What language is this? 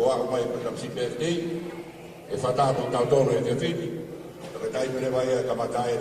Tongan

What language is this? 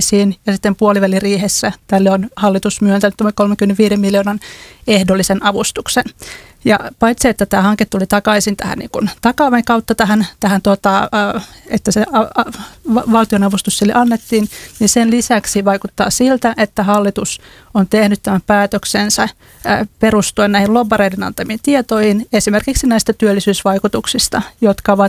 Finnish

